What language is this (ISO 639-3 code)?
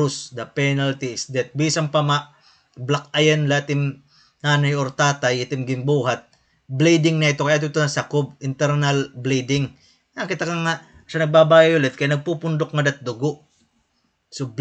war